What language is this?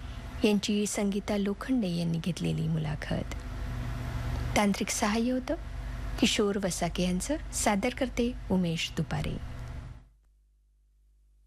Marathi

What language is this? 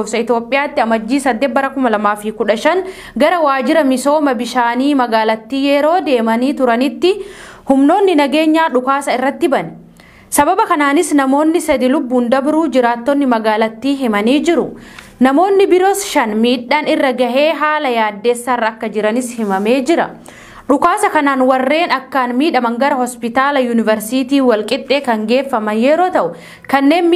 Oromo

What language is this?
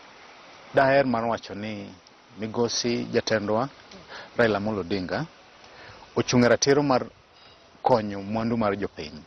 Luo (Kenya and Tanzania)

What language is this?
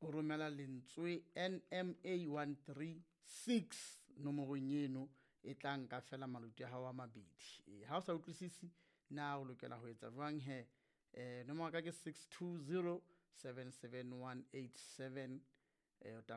Southern Sotho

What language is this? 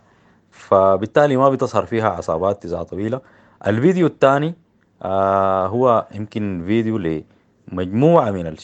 Sudanese Arabic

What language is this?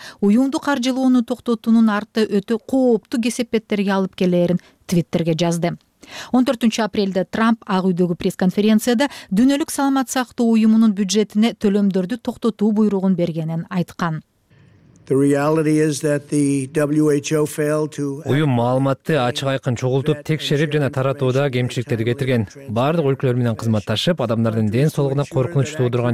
Kyrgyz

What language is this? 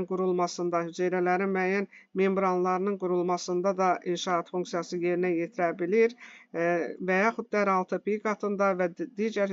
Azerbaijani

